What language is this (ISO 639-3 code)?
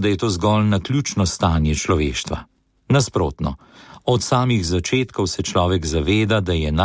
slv